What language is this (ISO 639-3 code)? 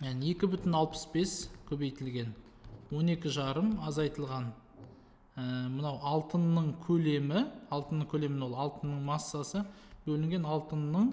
kaz